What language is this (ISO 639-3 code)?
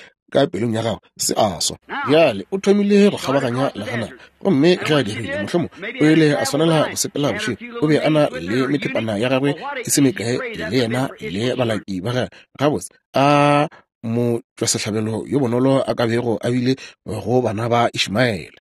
nso